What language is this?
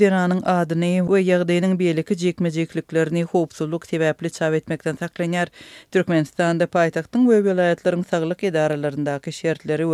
Turkmen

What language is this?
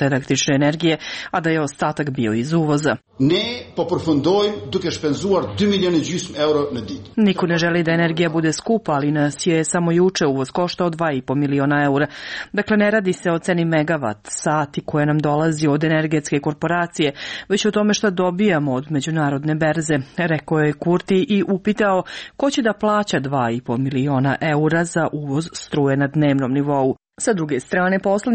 Serbian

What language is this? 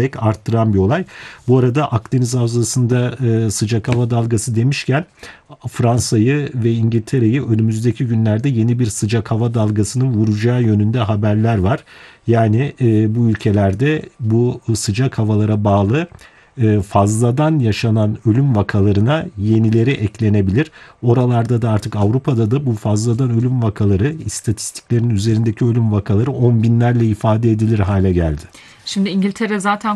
Turkish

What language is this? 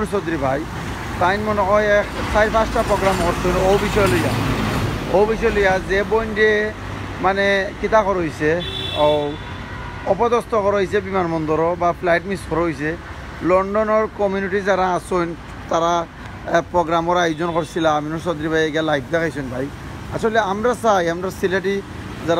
Sylheti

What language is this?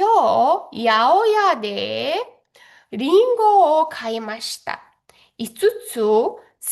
Mongolian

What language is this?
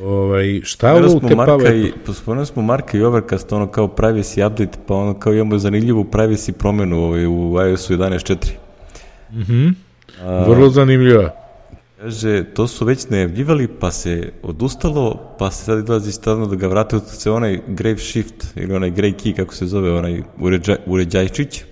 Serbian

